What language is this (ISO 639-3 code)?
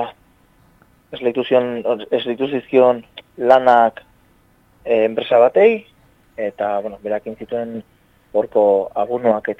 eus